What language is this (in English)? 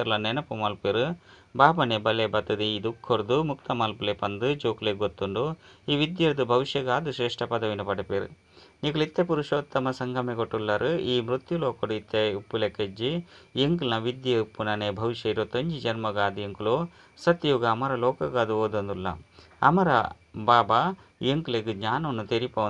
Tulu